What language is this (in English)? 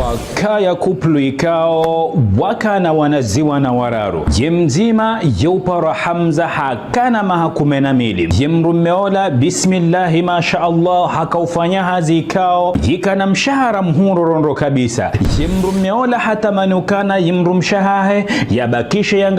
Ngazidja Comorian